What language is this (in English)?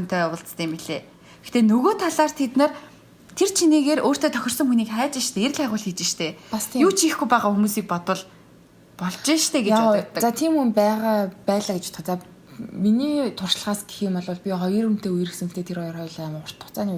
Mongolian